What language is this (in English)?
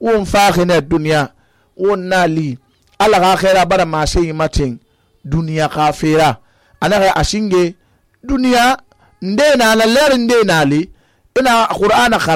Susu